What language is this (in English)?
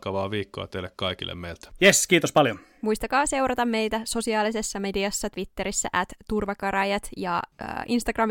Finnish